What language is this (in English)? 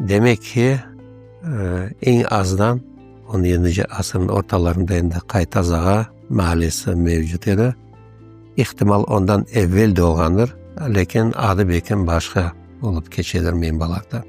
Crimean Tatar